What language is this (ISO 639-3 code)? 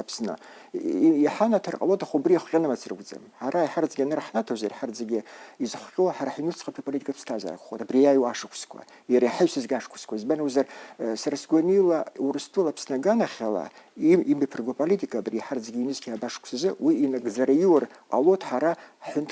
abk